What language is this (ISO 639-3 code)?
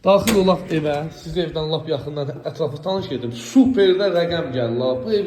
aze